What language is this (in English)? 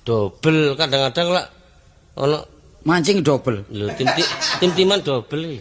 Javanese